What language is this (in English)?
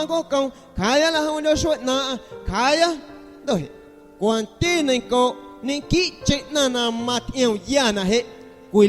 Guerrero Amuzgo